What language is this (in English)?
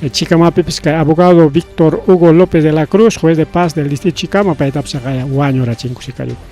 Ayacucho Quechua